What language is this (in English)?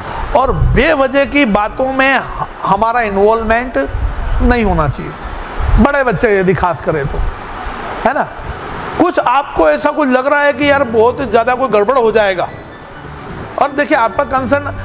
Hindi